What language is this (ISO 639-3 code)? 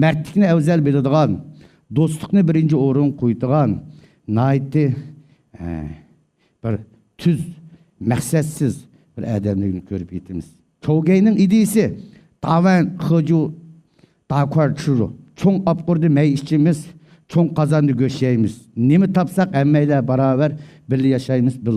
uig